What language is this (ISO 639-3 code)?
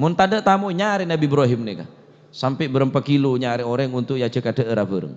mad